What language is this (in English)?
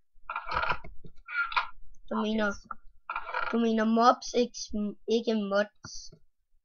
Danish